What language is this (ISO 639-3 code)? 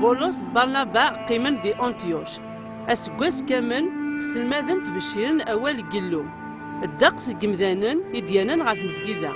kab